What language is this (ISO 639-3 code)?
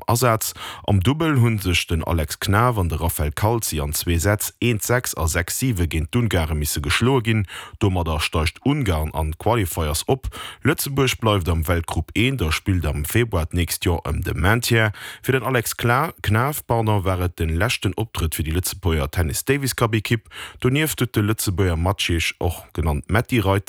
ltz